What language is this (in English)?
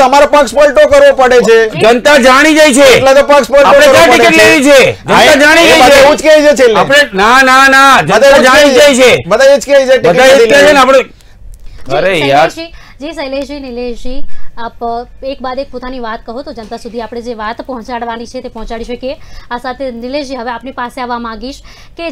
Gujarati